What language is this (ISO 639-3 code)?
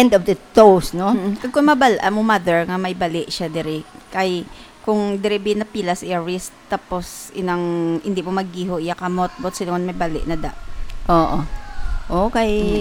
hil